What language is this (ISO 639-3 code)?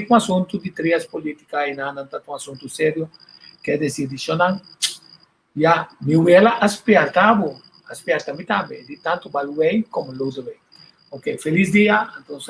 pap